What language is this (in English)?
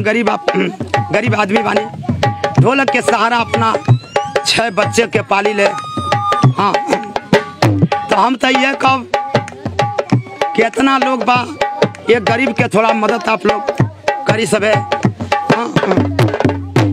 Bhojpuri